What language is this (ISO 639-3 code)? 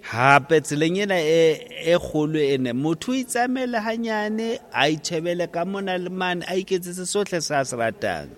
sot